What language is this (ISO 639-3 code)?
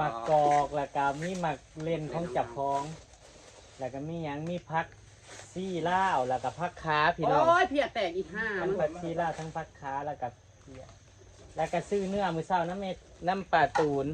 tts